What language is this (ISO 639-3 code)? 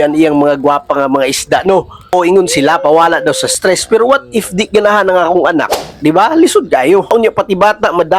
ceb